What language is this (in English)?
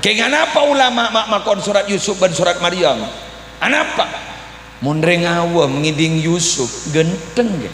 Madurese